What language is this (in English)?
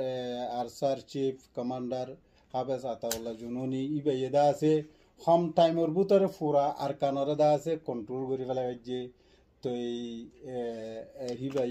Rohingya